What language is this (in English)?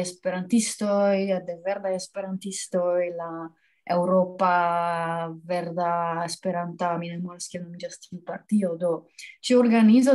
Esperanto